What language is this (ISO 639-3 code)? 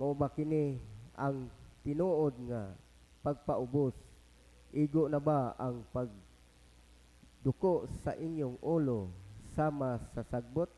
ceb